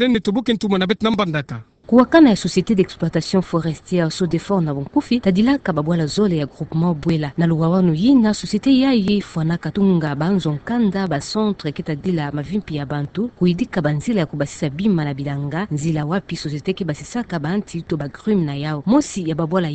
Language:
Kituba (Democratic Republic of Congo)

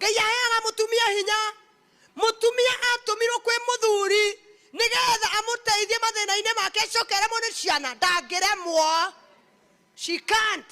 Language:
Kikuyu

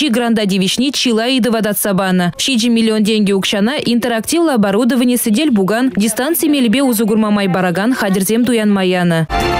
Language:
Chuvash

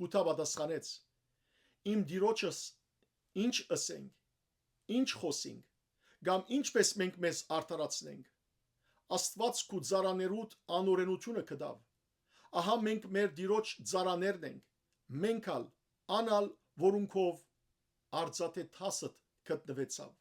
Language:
Western Armenian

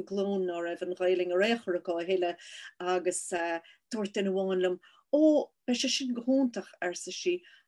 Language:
Irish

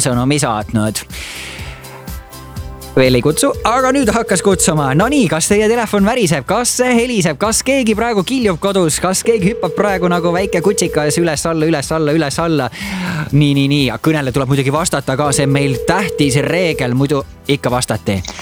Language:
Estonian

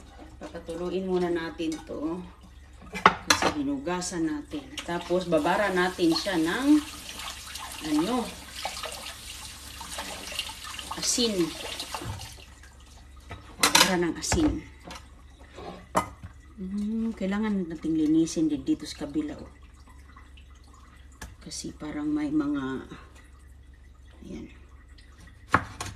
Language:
Filipino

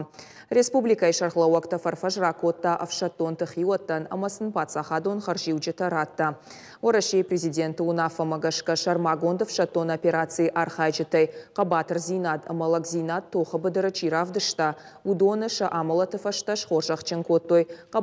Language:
Ossetic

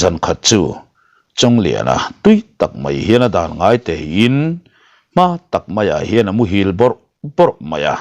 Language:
Mizo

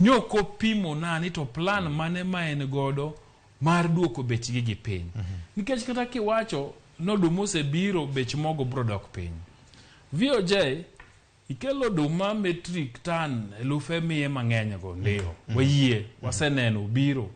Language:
Luo (Kenya and Tanzania)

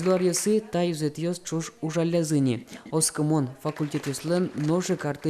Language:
Udmurt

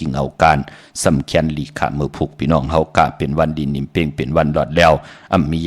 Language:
Shan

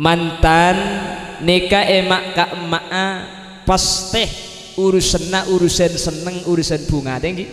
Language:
Madurese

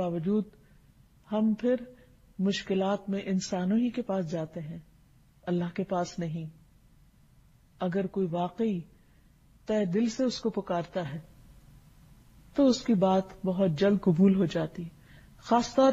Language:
Urdu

